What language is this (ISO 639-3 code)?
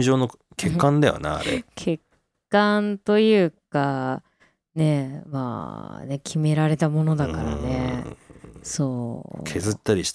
jpn